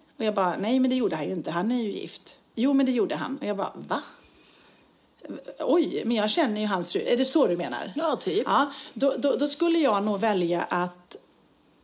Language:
Swedish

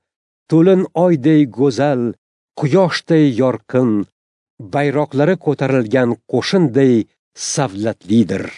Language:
Uzbek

